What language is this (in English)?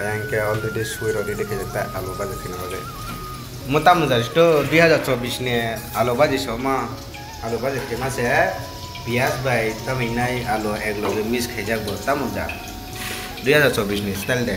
Kok Borok